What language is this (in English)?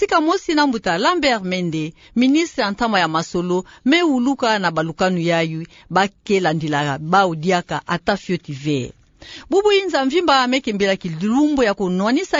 Kituba (Democratic Republic of Congo)